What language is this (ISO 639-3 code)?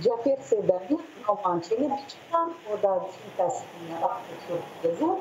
crh